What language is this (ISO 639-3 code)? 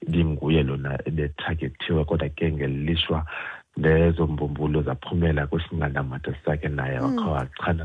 xho